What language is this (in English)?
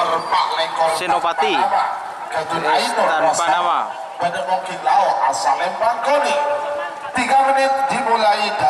Madurese